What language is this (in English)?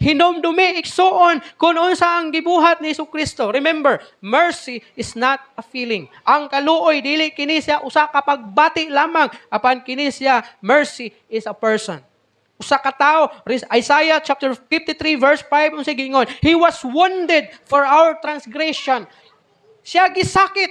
Cebuano